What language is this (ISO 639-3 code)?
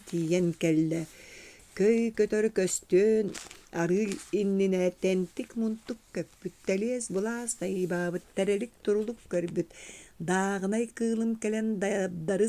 sah